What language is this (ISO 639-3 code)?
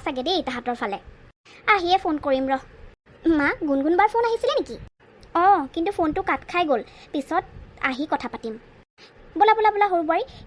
asm